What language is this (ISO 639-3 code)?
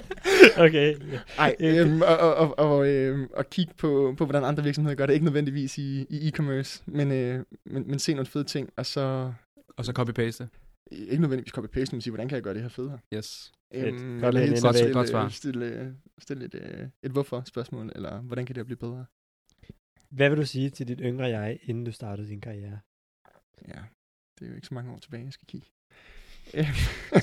dan